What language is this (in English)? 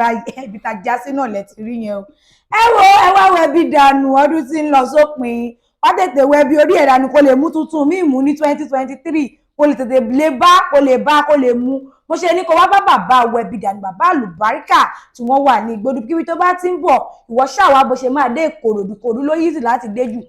Yoruba